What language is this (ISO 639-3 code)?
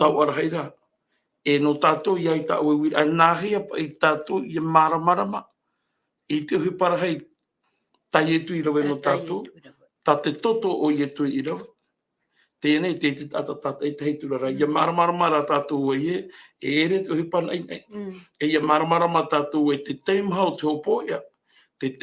tah